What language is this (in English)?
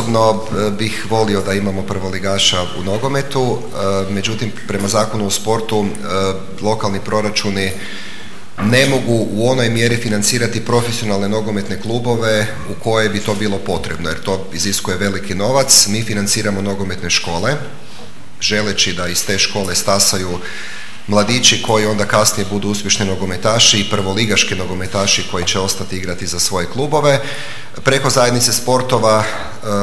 Croatian